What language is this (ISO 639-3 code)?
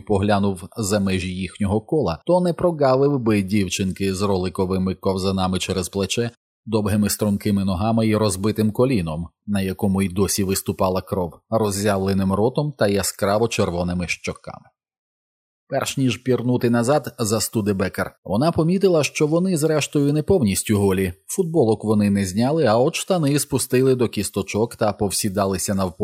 ukr